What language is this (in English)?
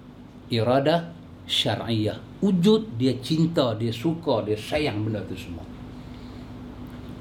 Malay